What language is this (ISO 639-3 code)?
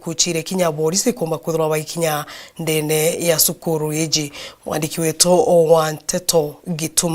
mer